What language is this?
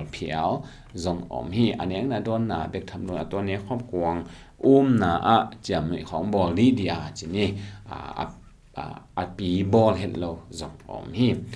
Tedim Chin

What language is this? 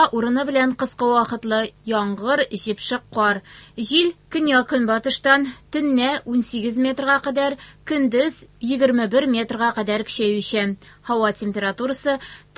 Tatar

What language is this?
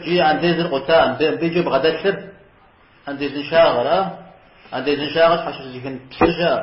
Kabardian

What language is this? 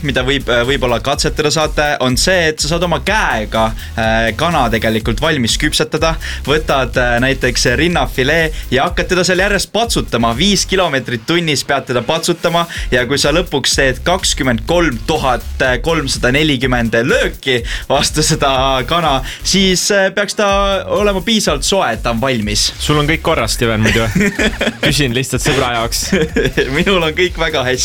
Estonian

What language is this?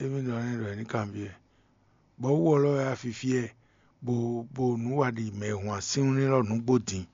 Fon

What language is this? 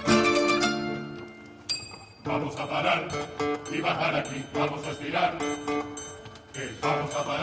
Spanish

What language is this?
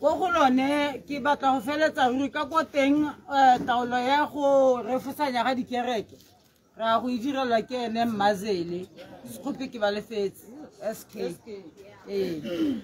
Tswana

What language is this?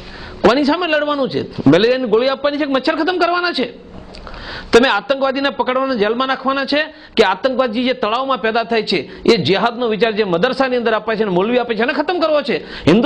Gujarati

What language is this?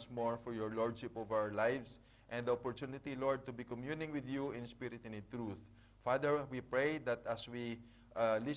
English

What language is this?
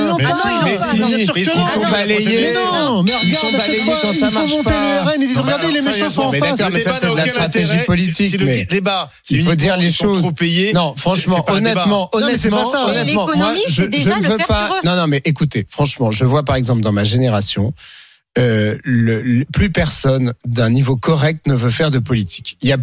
French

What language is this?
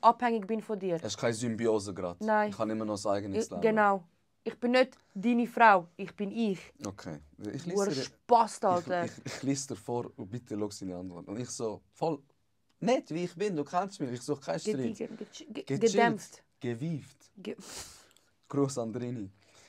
Swiss German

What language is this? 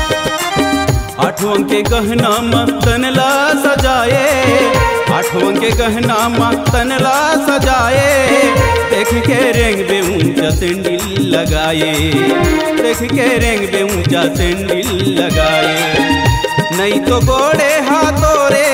Chhattisgarhi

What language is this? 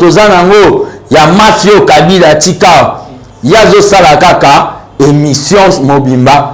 Lingala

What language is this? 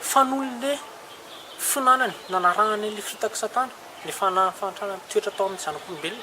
Malagasy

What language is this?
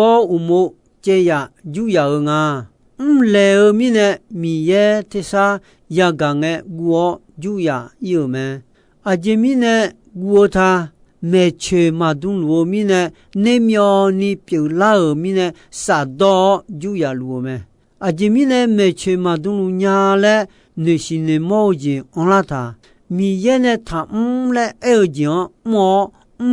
Akha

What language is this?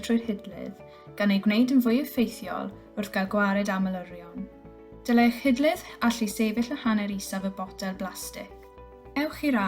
Welsh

